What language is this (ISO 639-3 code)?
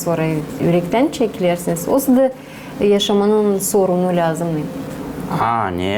gag